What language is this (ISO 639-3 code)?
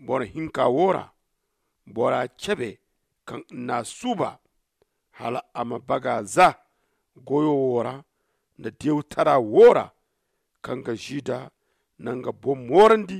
dje